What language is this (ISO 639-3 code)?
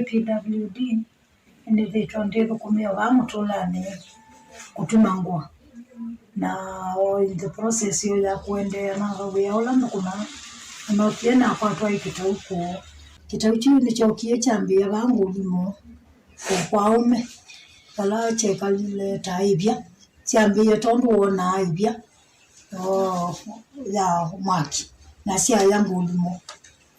kam